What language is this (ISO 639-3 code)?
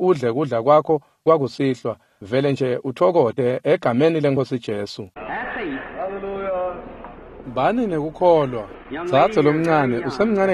ssw